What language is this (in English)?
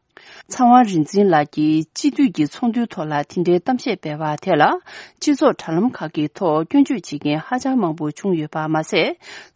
Tibetan